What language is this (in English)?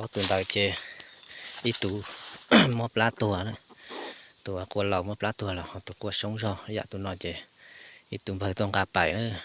Hmong